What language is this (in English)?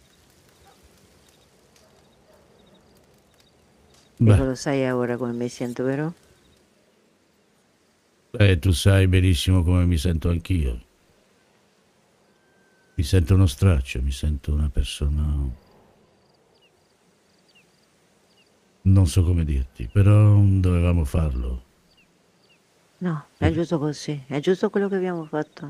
Italian